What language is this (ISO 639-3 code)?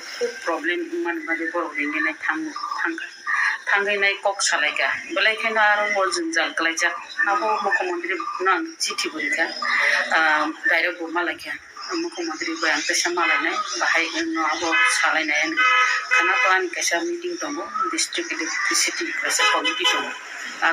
trp